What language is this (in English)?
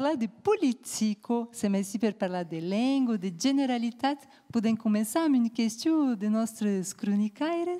Occitan